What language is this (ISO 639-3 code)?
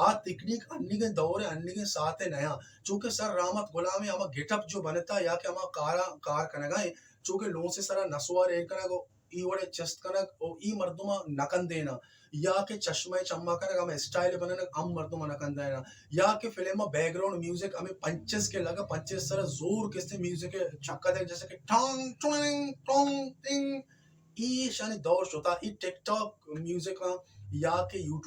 bal